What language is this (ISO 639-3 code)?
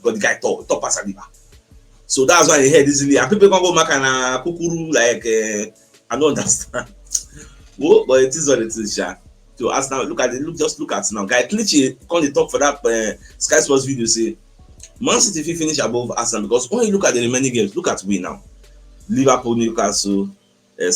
pcm